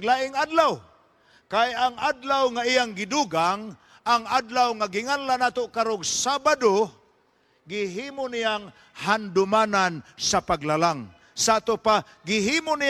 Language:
Cebuano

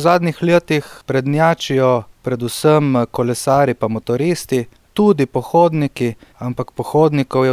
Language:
Slovenian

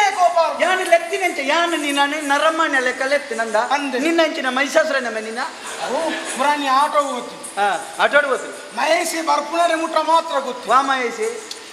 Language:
Tulu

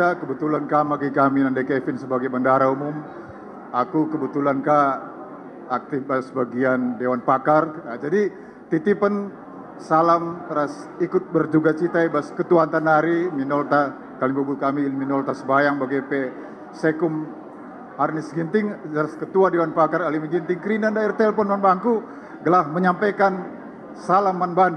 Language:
Batak Karo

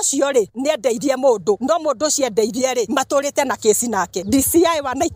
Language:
Kikuyu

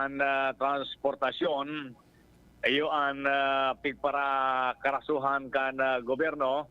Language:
Bikol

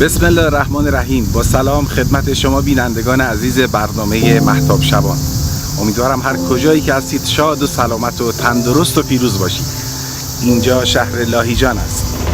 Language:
Gilaki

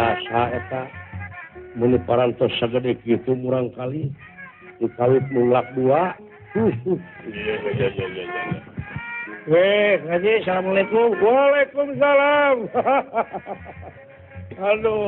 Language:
Sundanese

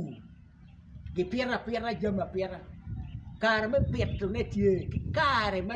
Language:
Acoli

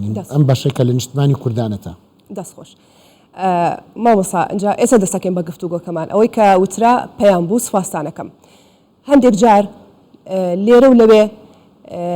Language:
Central Kurdish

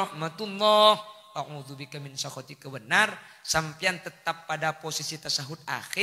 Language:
Madurese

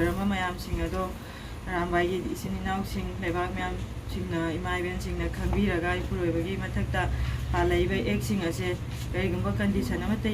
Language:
Manipuri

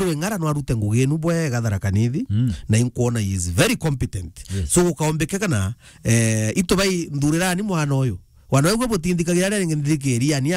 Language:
Meru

